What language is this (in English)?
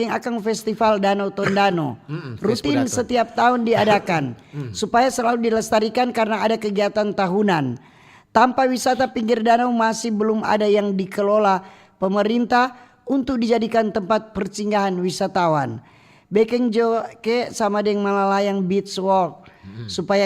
Manado Malay